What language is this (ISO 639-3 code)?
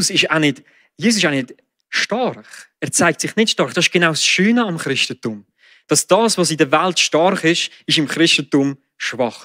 gsw